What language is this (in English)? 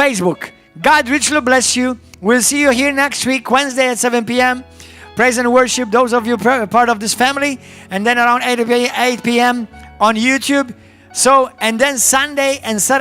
English